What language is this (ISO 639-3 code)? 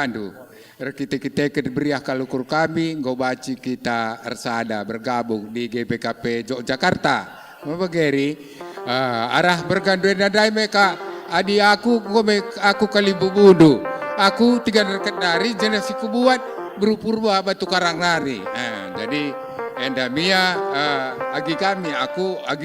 btx